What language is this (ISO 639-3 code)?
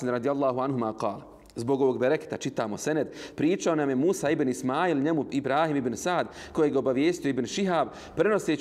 bos